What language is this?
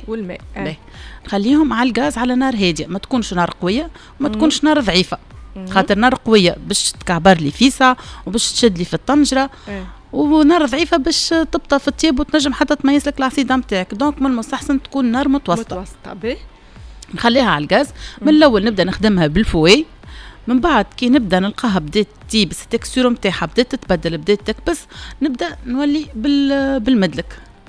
Tunisian Arabic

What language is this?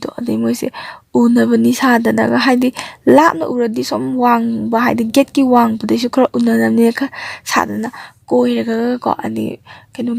Manipuri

